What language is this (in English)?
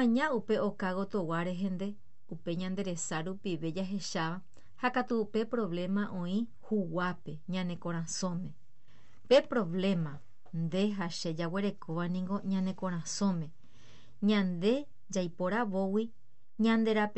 Guarani